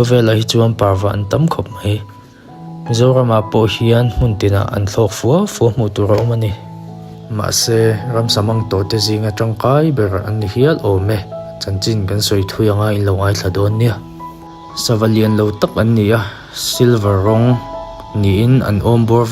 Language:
Mizo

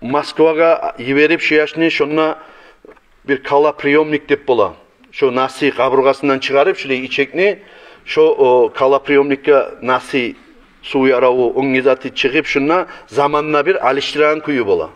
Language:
Kumyk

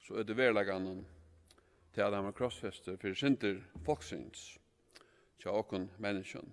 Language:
Faroese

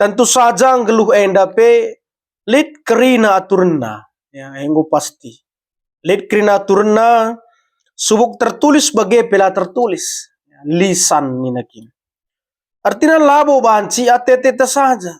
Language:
Batak Karo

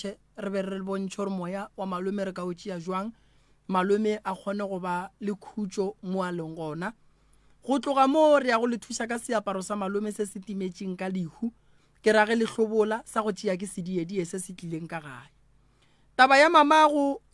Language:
Northern Sotho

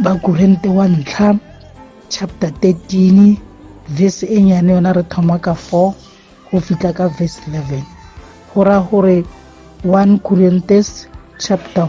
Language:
Tswana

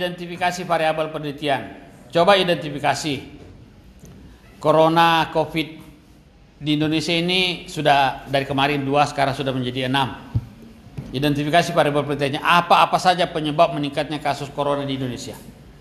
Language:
Indonesian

